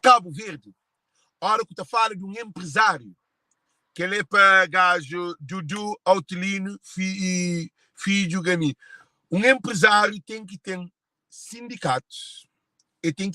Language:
Kabuverdianu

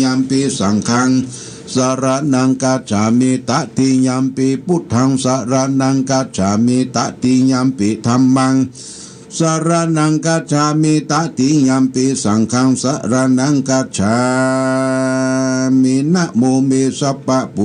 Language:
Pali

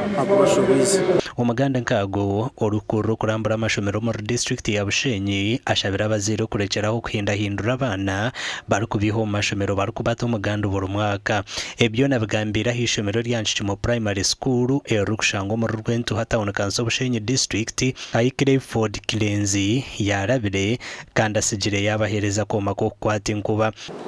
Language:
Nyankole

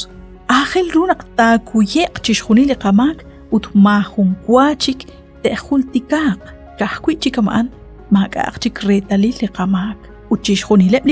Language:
Kekchí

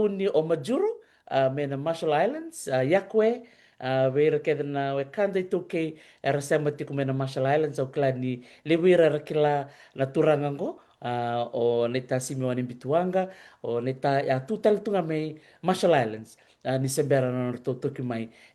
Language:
Fijian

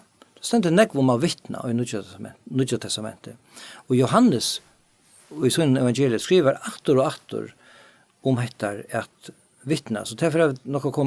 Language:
Faroese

